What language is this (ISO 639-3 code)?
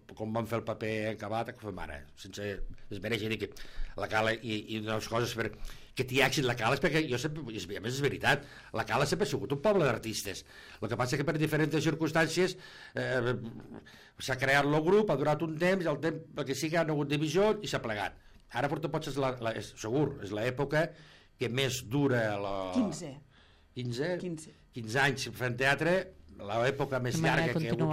cat